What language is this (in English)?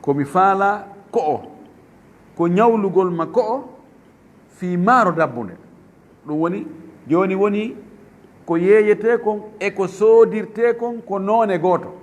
Fula